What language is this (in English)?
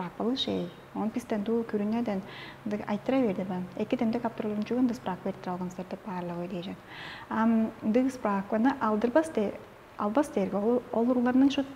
Tuvinian